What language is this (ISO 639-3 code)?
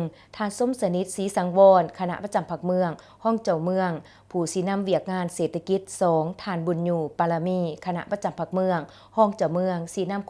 lao